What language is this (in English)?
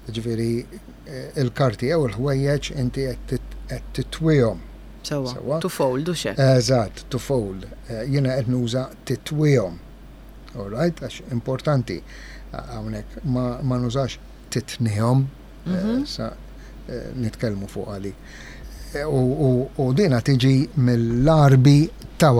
Maltese